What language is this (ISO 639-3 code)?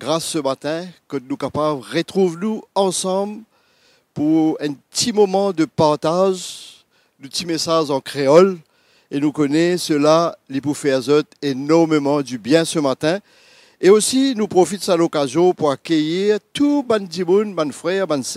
mfe